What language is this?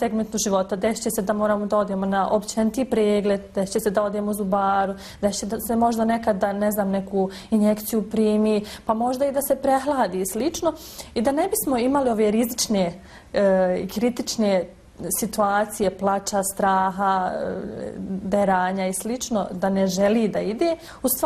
Bosnian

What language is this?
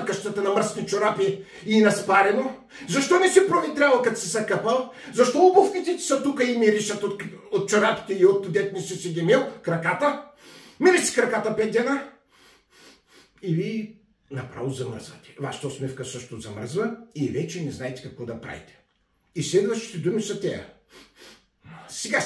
Bulgarian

